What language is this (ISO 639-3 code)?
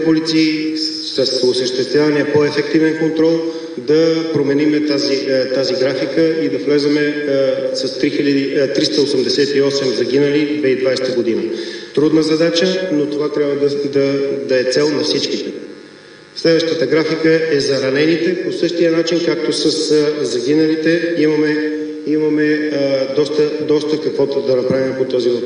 bul